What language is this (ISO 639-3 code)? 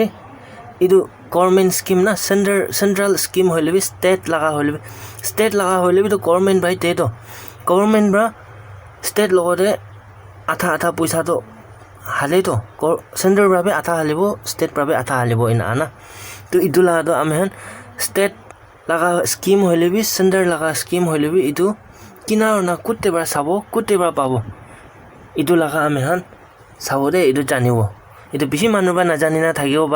nag